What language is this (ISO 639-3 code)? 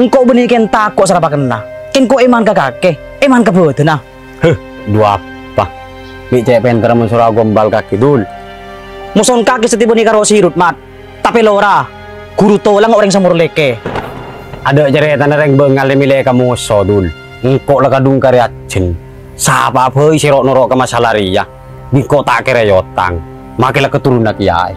mad